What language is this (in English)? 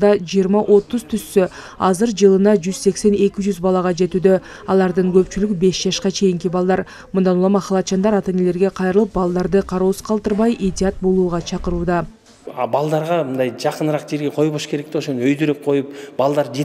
Kyrgyz